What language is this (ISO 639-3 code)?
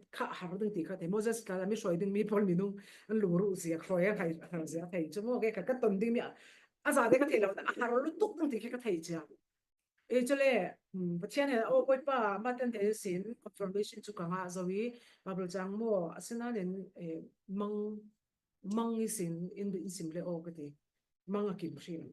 cfm